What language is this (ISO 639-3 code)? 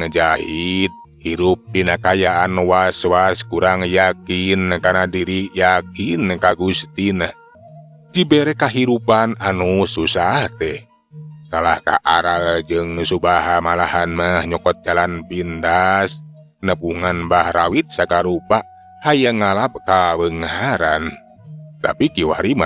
sun